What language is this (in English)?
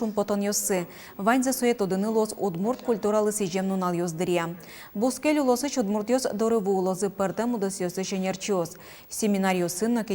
Udmurt